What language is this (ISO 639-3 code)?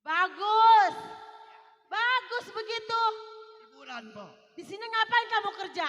bew